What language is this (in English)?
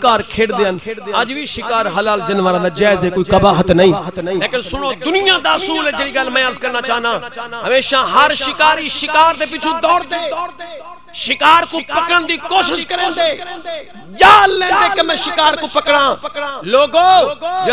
Saraiki